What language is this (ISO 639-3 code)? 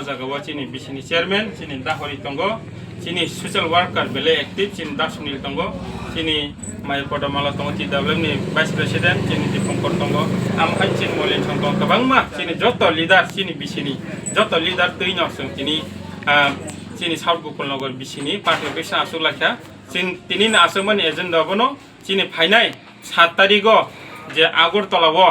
trp